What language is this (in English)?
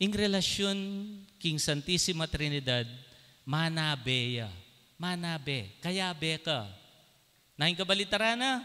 Pampanga